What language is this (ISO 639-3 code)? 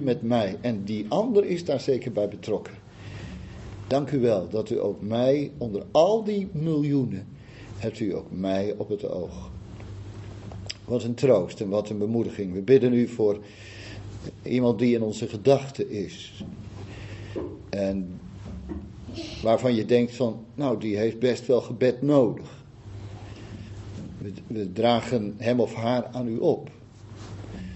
nld